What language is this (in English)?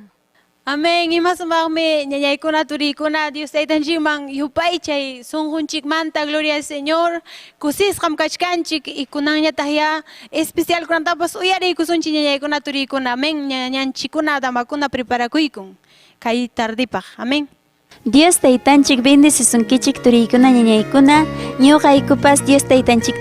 Ayacucho Quechua